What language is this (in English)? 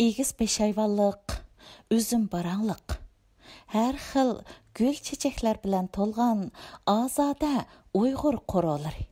Uyghur